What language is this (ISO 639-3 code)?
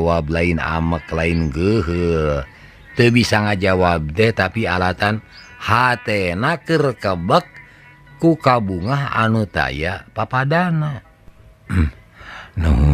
sun